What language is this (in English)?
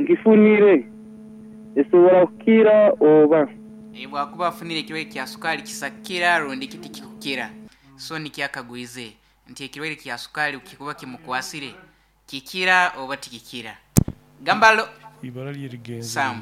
Nyoro